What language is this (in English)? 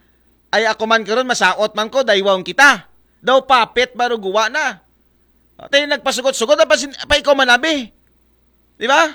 Aklanon